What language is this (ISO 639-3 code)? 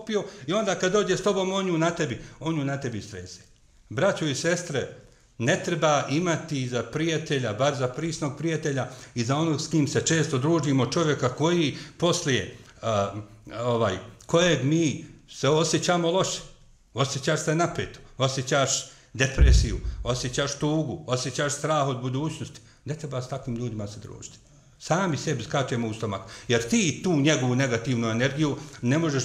bos